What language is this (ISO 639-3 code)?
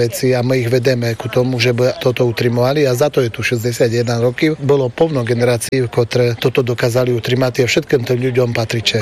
slk